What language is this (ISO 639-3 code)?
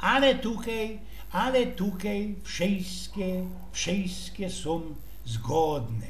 szl